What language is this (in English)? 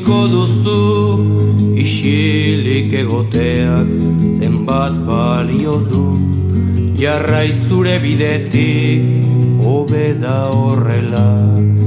Basque